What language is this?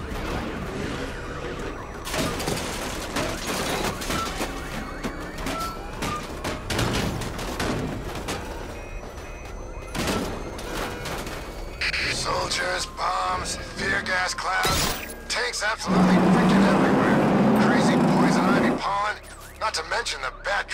English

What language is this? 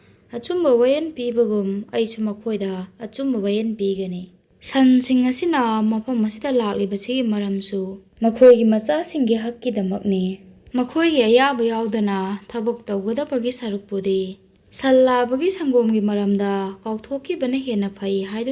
Manipuri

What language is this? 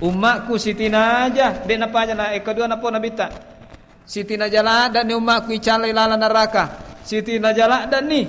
Buginese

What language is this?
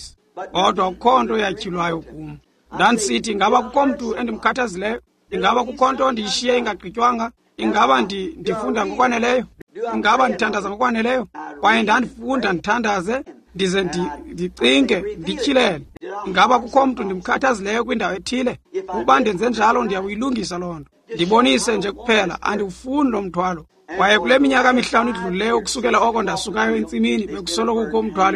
Xhosa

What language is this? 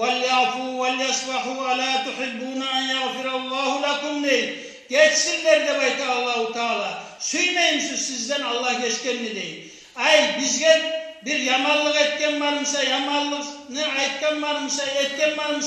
Kumyk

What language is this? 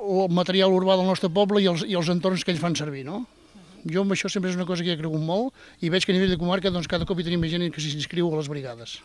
Catalan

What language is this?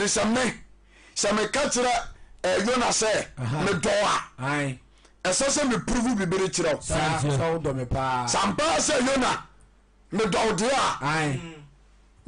Akan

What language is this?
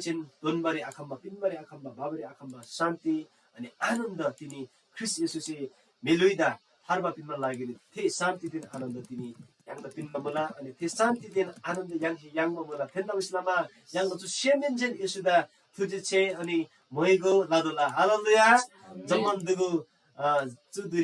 Eastern Tamang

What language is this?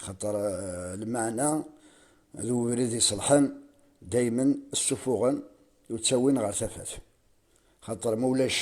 Kabyle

